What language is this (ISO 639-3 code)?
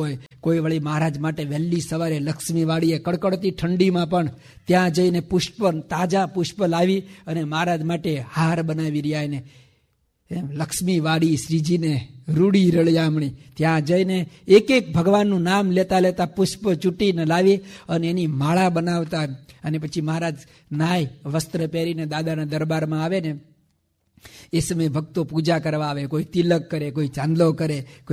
guj